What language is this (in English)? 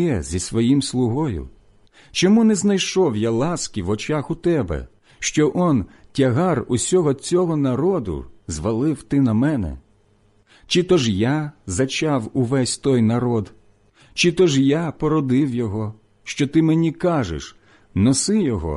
Ukrainian